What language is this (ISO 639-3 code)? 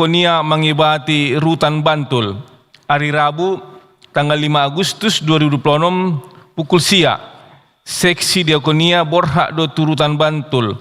bbc